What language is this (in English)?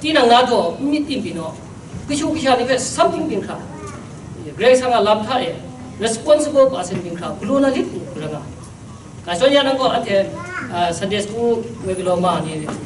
Kachin